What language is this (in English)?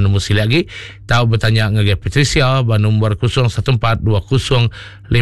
Iban